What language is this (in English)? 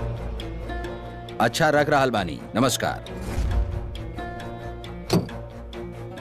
Bhojpuri